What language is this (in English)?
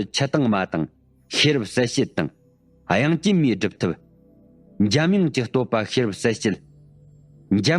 Tibetan